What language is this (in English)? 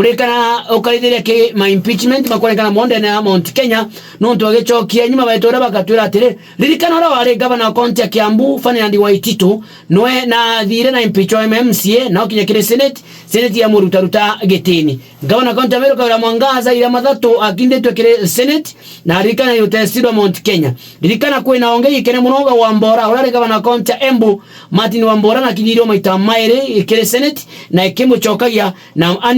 Meru